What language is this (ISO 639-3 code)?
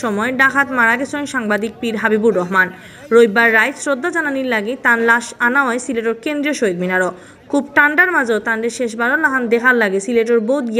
syl